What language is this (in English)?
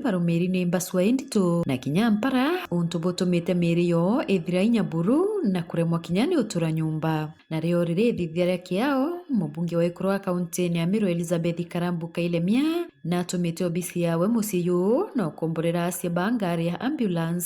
Meru